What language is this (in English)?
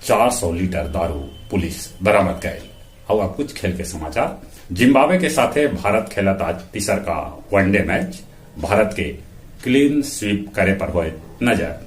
Magahi